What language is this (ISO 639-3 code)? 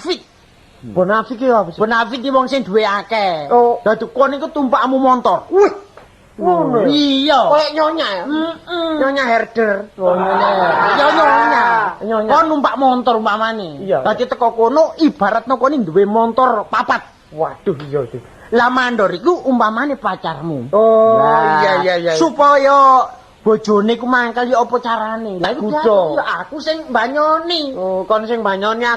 jav